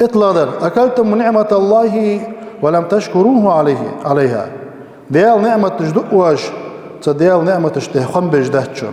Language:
Ingush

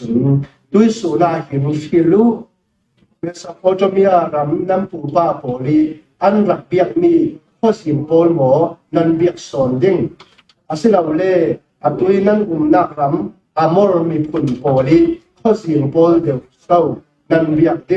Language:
Falam Chin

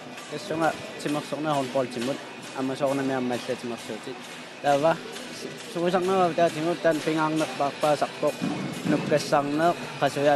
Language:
Kalaallisut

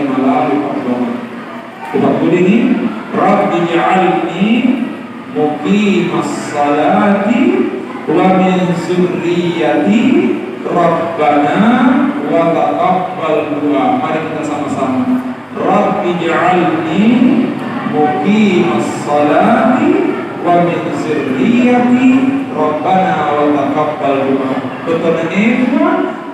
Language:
Buginese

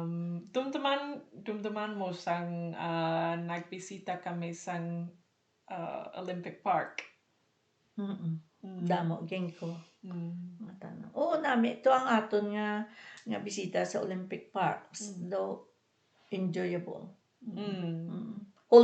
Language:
Hiligaynon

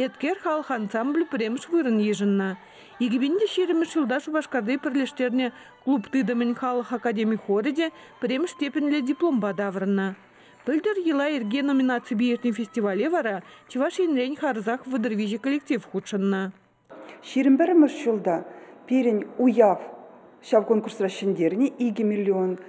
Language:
Chuvash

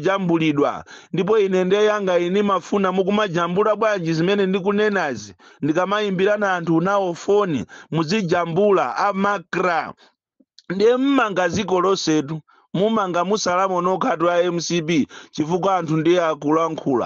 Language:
Nyanja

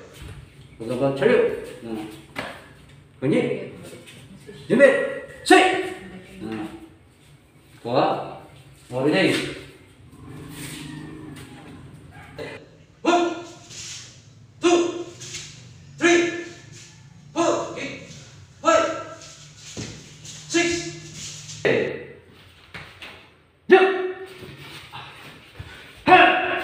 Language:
Filipino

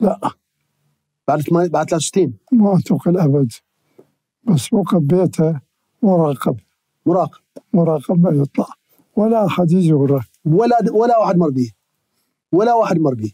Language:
Mesopotamian Arabic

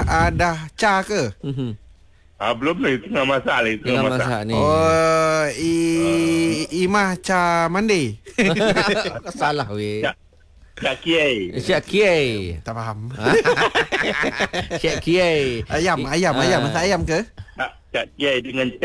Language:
Malay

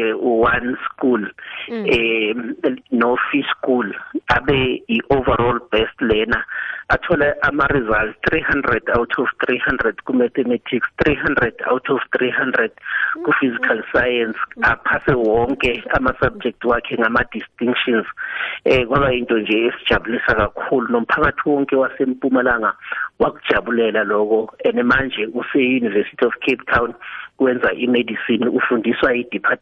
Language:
South Ndebele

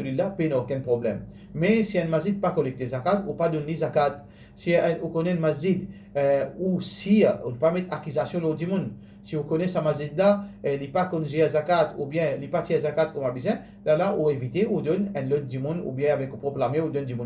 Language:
Morisyen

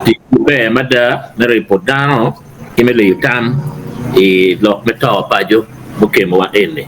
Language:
Acoli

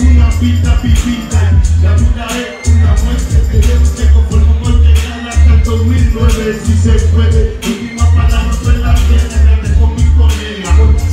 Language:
Spanish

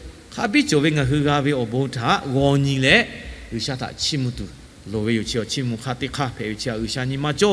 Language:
Lahu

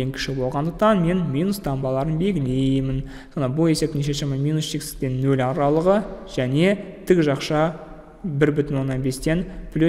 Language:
Kazakh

